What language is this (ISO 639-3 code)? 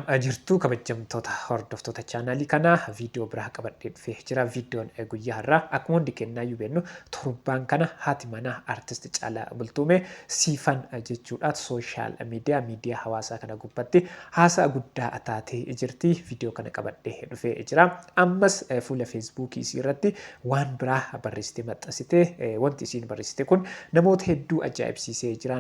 orm